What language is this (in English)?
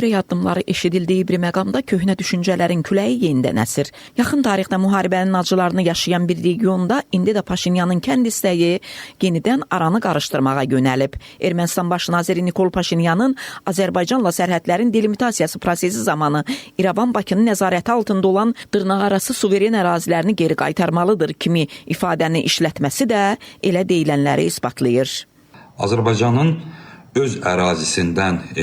Azerbaijani